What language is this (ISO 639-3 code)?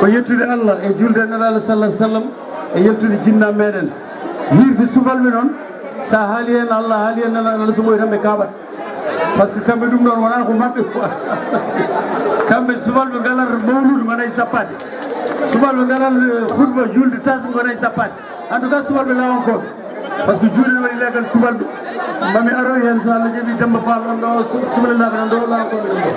ful